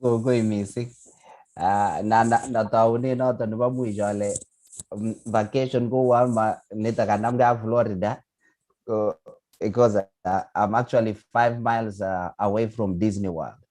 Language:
Kalenjin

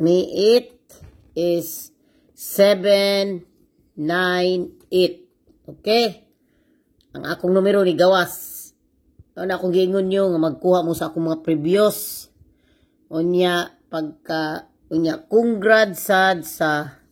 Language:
Cebuano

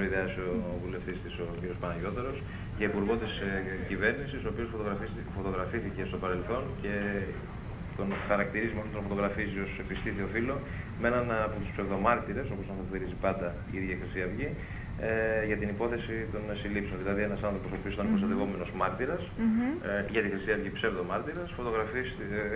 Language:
Greek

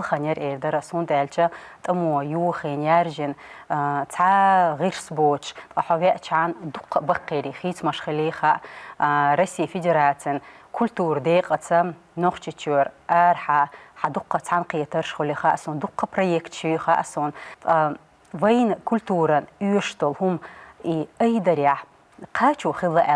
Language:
Chechen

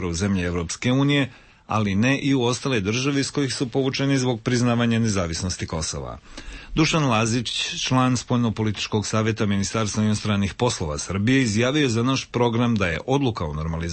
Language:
Serbian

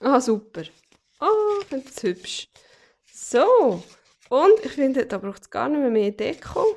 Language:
Swiss German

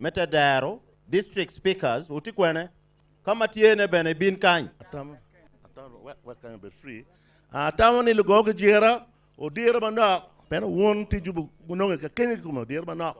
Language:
Acoli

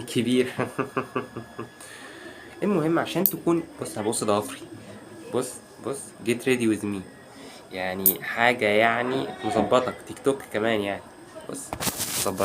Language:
Egyptian Arabic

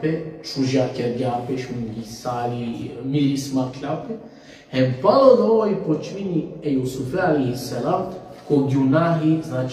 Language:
Balkan Romani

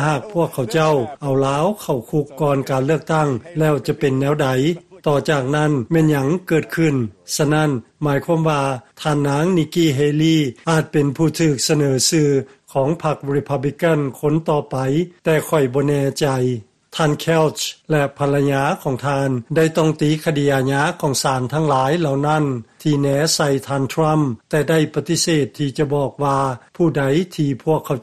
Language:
Lao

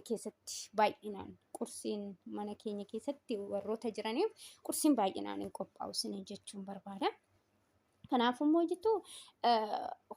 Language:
Oromo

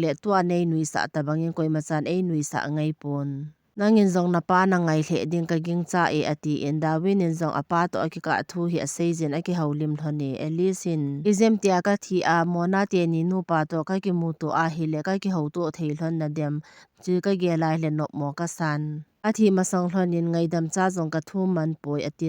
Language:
Thado Chin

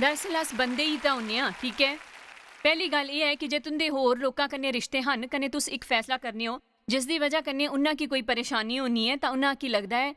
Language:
Dogri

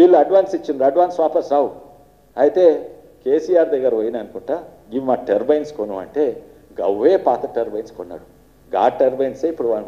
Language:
Telugu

